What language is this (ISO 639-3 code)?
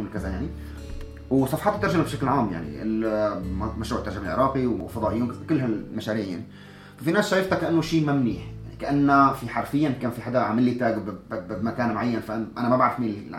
apc